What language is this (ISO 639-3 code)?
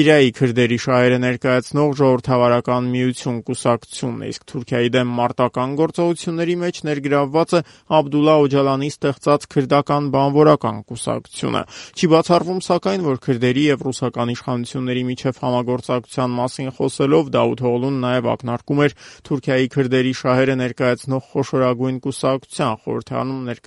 hye